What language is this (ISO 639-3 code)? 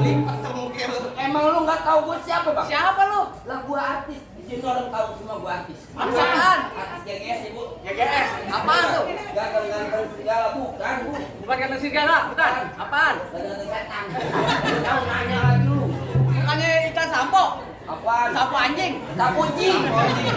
bew